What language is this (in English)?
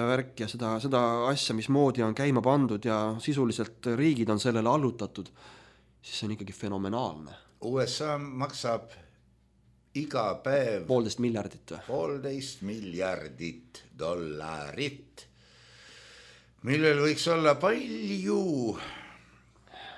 Estonian